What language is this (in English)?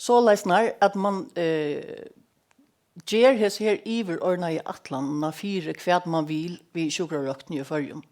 Faroese